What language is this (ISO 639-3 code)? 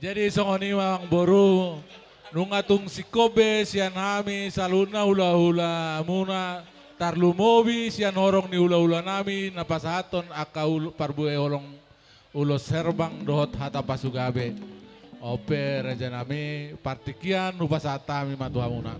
bbc